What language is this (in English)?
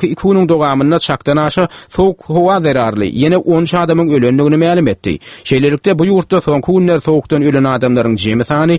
Turkmen